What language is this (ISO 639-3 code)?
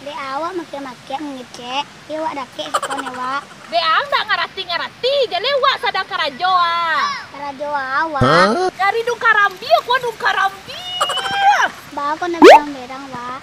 min